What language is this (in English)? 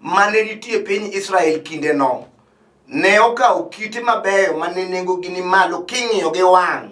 Luo (Kenya and Tanzania)